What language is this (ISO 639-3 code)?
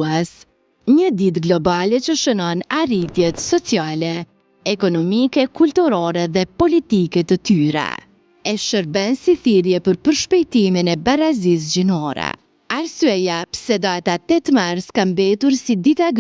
sqi